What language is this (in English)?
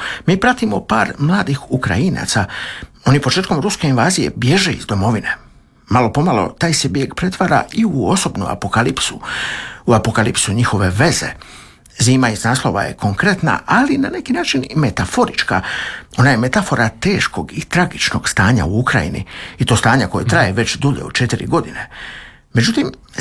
Croatian